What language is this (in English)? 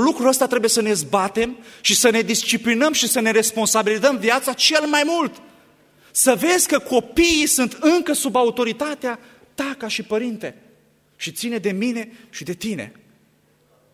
Romanian